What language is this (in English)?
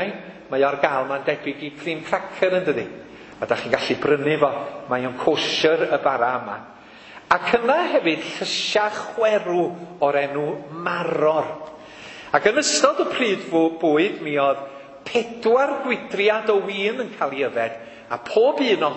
Welsh